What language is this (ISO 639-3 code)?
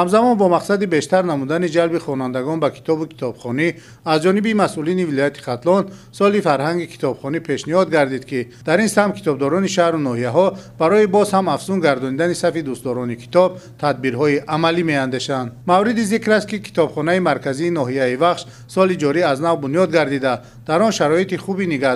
tgk